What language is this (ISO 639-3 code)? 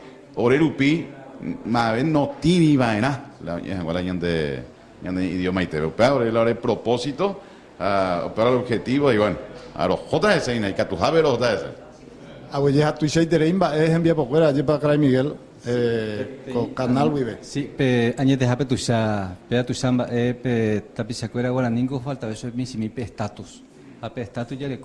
grn